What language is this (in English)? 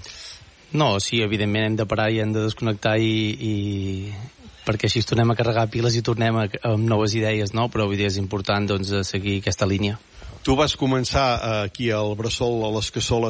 Catalan